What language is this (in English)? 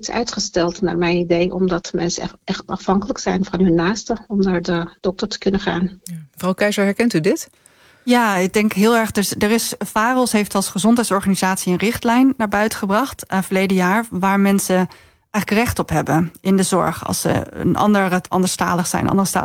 Dutch